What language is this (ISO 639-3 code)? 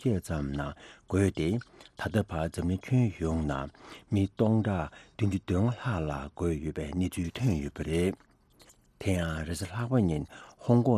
bod